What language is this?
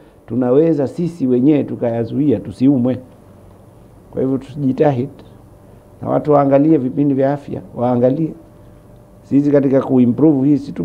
Swahili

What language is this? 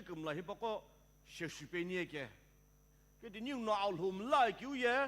Sumi Naga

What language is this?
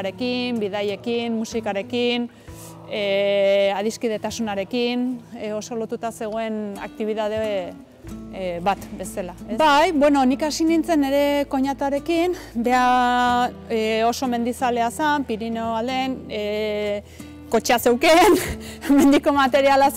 Basque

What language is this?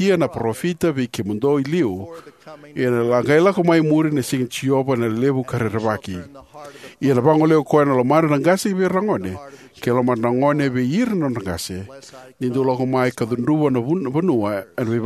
Fijian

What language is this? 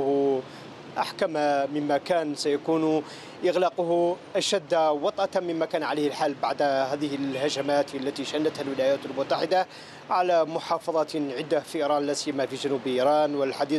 Arabic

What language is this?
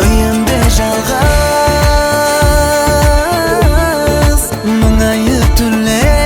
Kara-Kalpak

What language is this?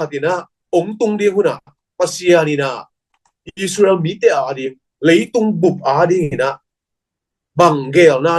Tedim Chin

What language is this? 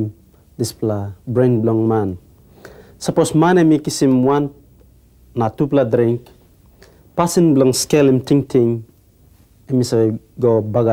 Tok Pisin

